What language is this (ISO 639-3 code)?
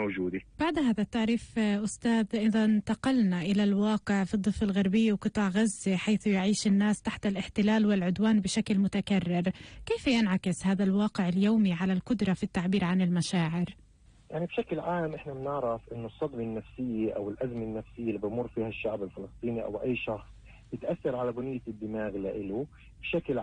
apc